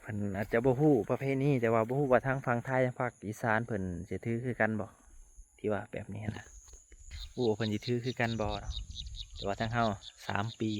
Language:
Lao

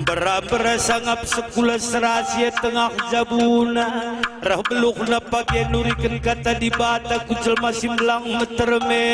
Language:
Batak Karo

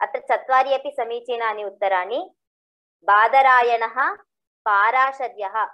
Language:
Sanskrit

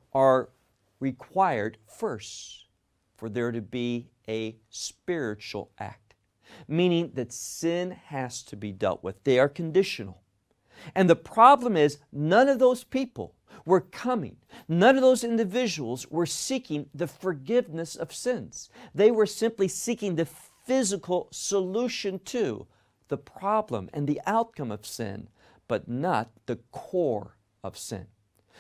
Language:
English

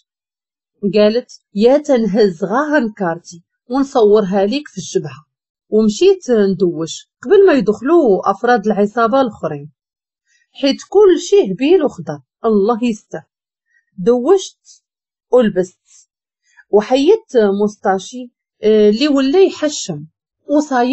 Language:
Moroccan Arabic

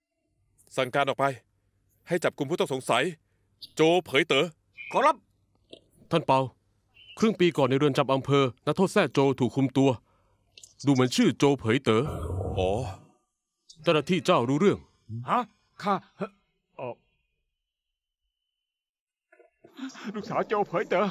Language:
Thai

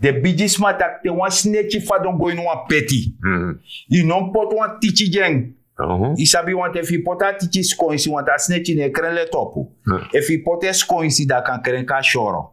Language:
Sranan Tongo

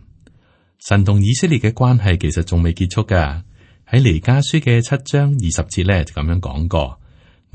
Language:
Cantonese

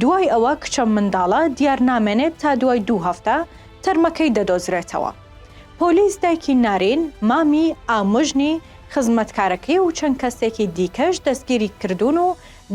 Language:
Central Kurdish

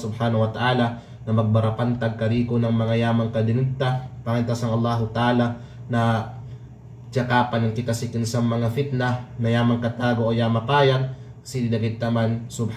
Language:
Kalagan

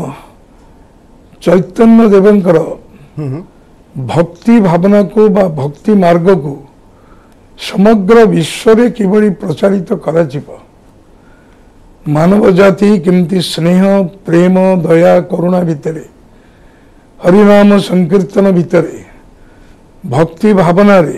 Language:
Odia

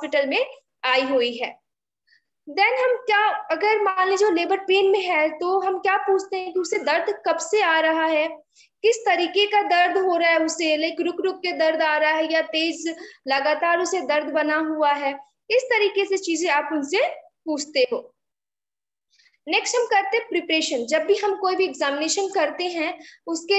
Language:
Hindi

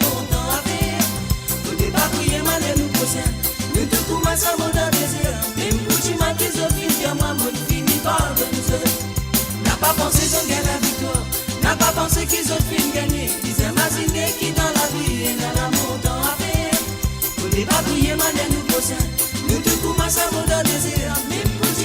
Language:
Morisyen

